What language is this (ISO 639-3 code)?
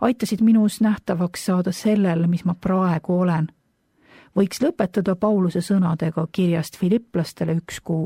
est